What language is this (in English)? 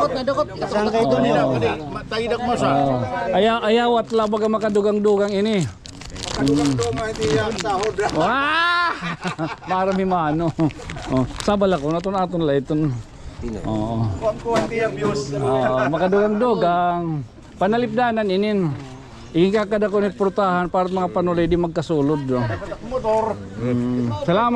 Waray